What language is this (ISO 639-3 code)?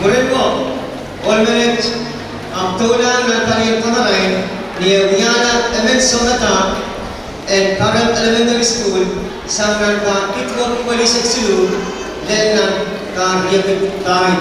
pon